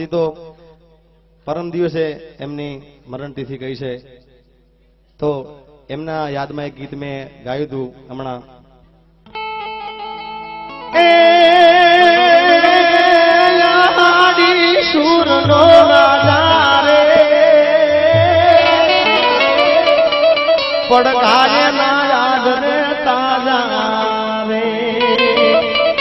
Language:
Gujarati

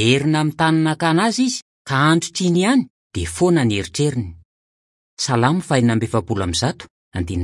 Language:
Malagasy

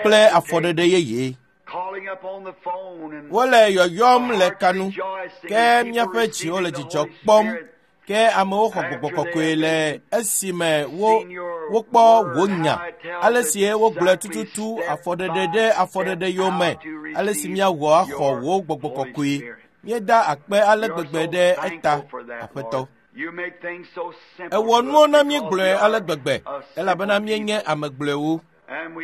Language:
Ewe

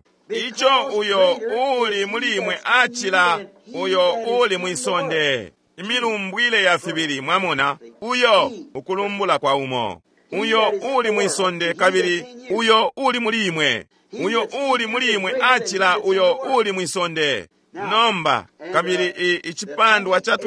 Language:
Bemba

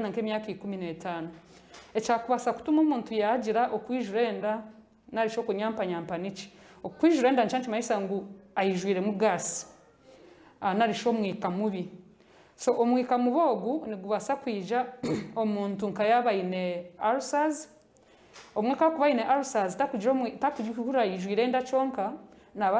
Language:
Nyankole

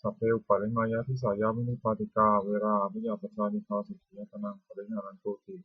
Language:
Pali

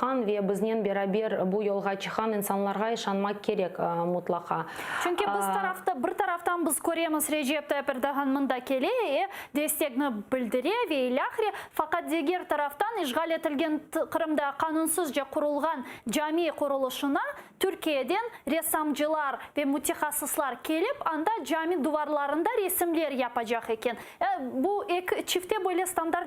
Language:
Crimean Tatar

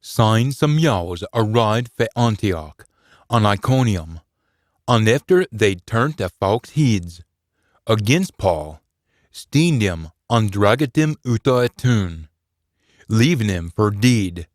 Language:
Scots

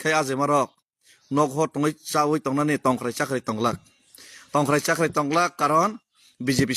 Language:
Kok Borok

